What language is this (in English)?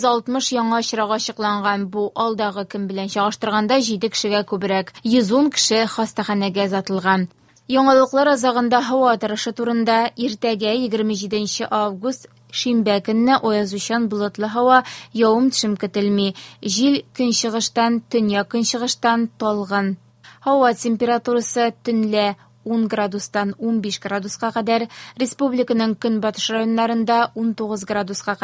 Tatar